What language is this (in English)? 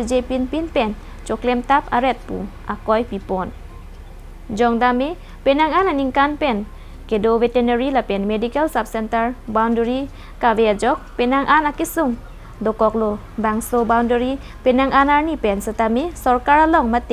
Karbi